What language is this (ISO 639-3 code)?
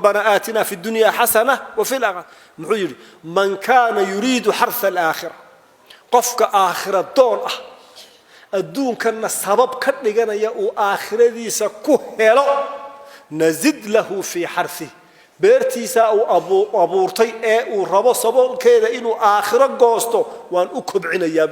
som